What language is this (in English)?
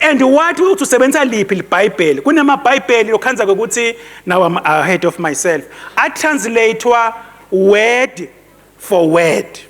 Swati